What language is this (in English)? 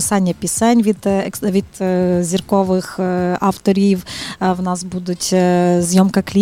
Ukrainian